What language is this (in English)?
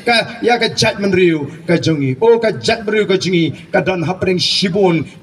Khasi